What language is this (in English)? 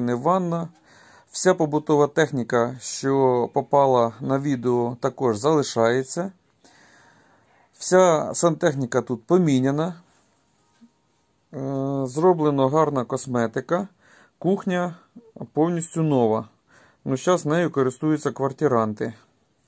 Ukrainian